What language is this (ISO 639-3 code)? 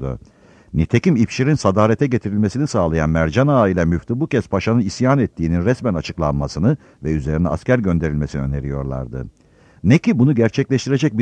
tur